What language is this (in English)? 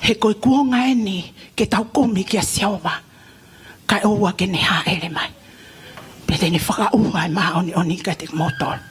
Tongan